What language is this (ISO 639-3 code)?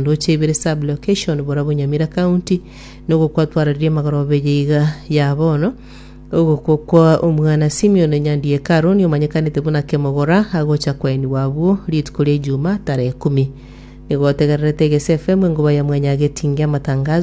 guz